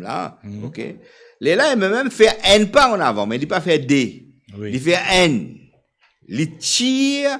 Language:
Morisyen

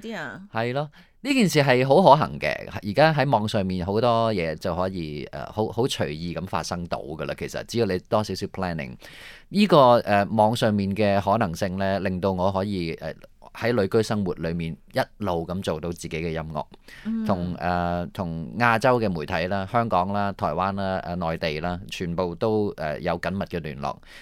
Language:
Cantonese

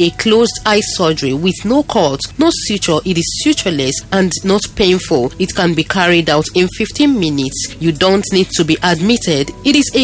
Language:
English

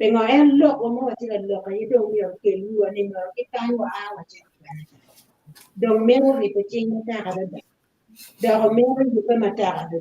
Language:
Acoli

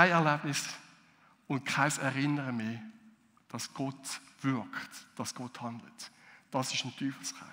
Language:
Swiss German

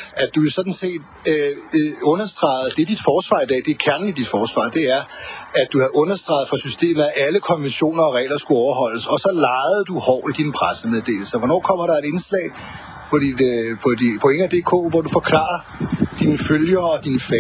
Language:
Danish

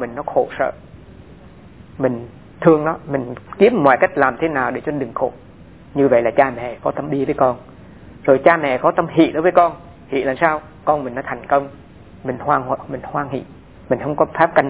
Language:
Vietnamese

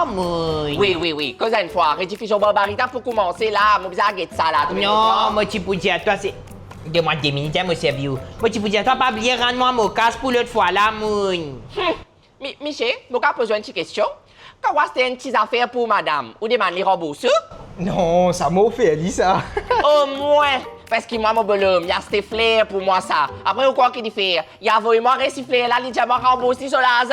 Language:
Morisyen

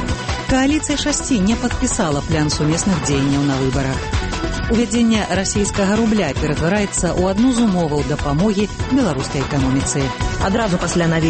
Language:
Belarusian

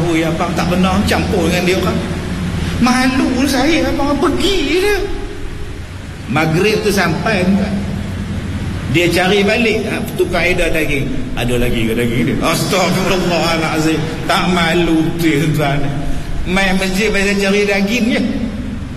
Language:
Malay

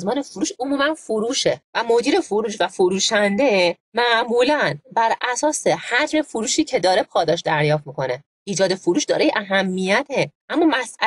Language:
Persian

